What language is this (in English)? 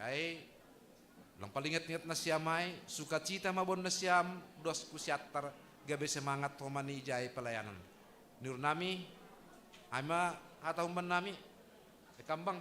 Batak Simalungun